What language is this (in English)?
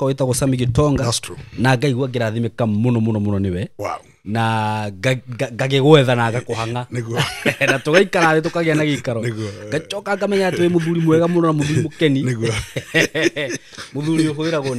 Kikuyu